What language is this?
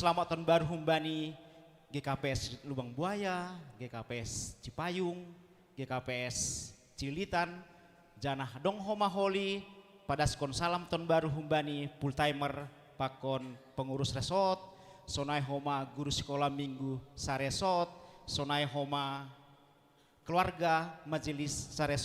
Batak Simalungun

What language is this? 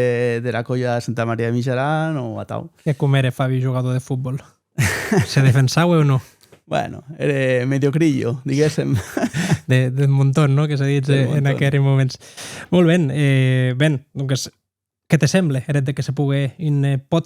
Occitan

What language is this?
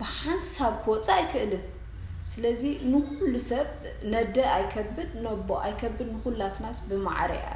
Tigrinya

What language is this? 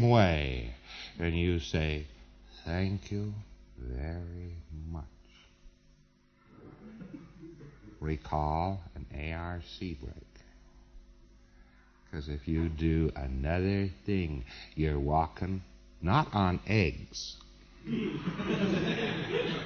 English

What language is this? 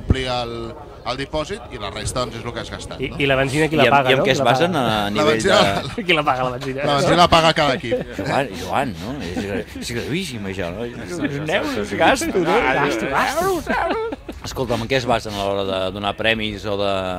Catalan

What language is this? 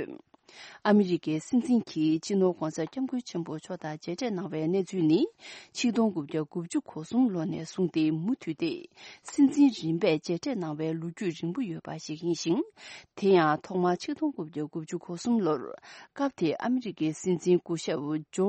Tibetan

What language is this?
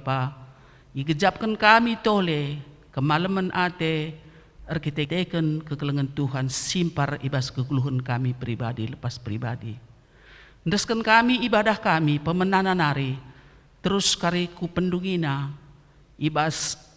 Batak Karo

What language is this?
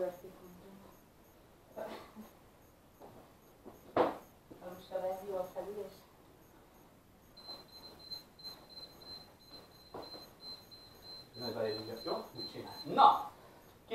Hungarian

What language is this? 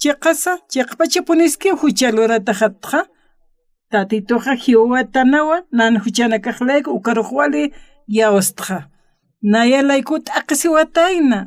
Aymara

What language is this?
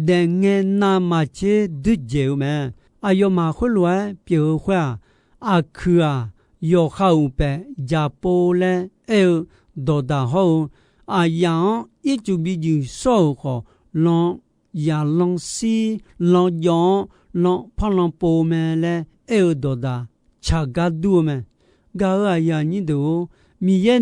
Akha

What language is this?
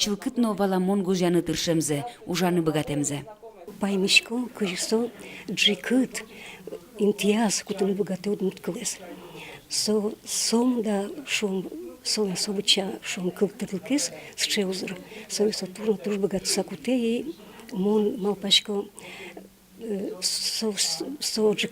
Udmurt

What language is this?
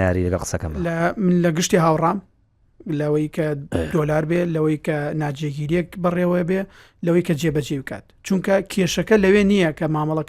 Central Kurdish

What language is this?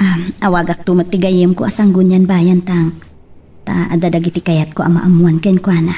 Iloko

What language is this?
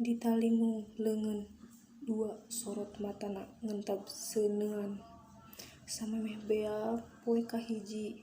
Sundanese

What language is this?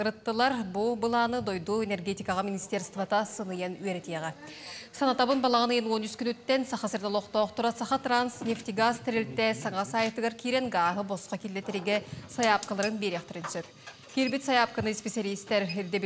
Yakut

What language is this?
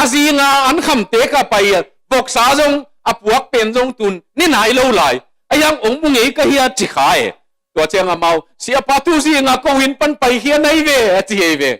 Tedim Chin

